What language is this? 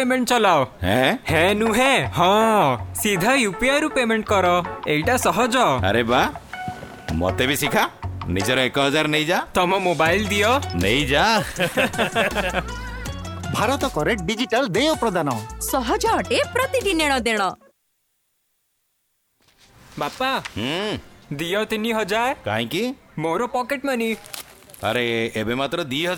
Odia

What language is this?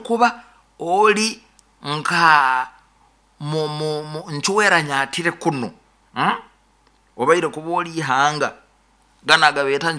Nyoro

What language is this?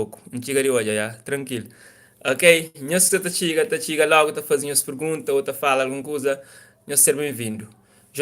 Kabuverdianu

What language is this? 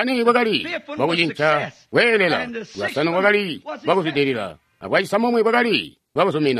Tonga (Zambia)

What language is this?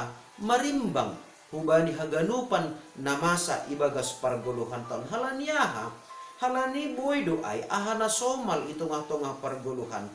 Batak Simalungun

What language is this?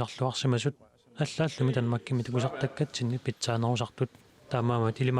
Kalaallisut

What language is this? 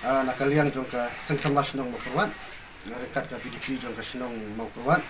Khasi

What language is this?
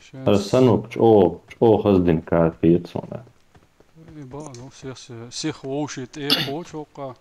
Chechen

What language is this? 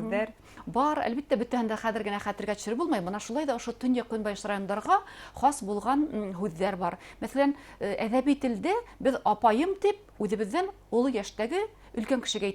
Bashkir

